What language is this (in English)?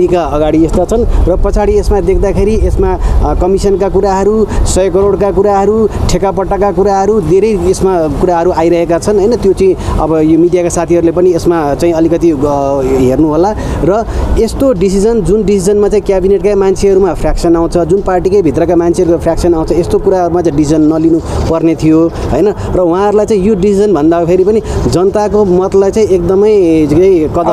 Nepali